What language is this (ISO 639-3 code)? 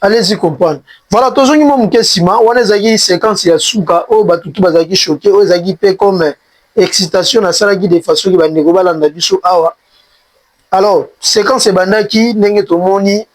lin